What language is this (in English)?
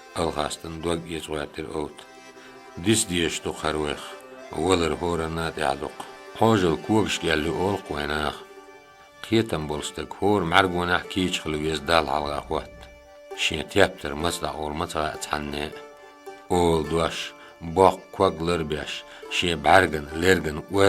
Chechen